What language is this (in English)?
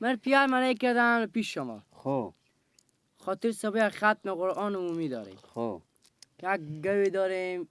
Persian